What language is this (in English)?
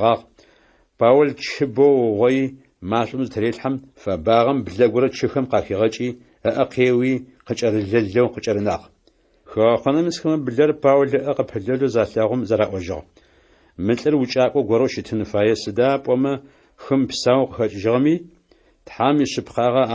Adyghe